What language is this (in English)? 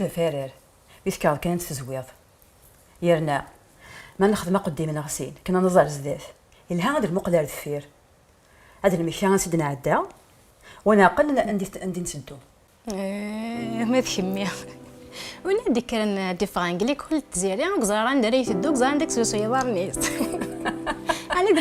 Kabyle